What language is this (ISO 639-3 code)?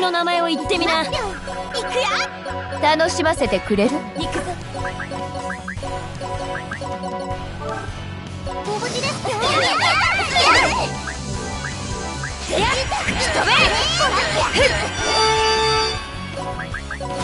jpn